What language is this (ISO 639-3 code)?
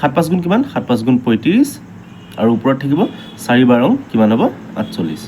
asm